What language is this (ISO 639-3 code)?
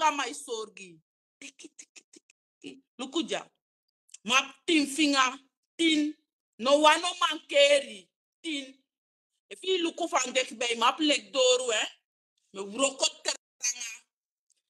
srn